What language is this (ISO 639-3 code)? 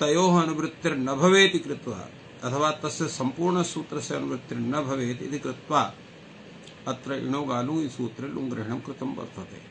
san